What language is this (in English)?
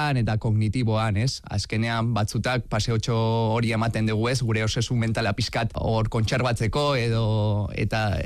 Basque